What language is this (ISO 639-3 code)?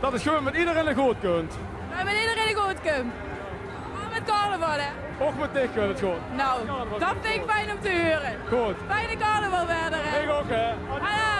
lim